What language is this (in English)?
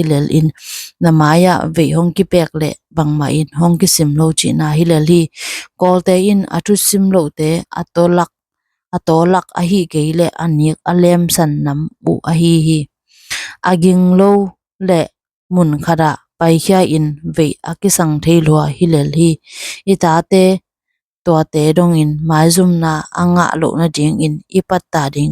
Tedim Chin